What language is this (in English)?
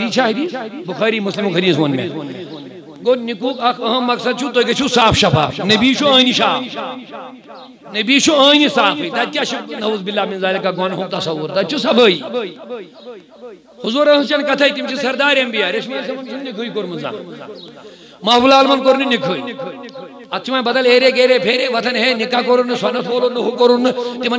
Kashmiri